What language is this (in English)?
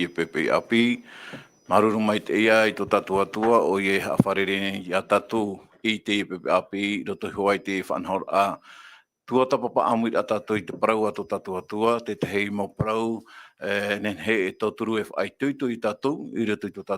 Tahitian